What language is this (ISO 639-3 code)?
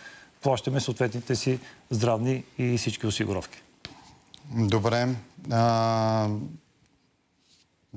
bul